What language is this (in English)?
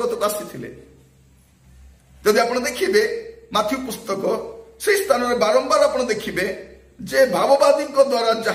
Odia